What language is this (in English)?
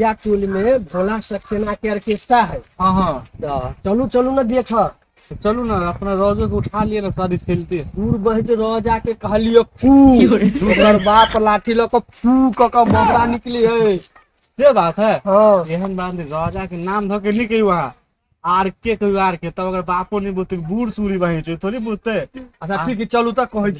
Maithili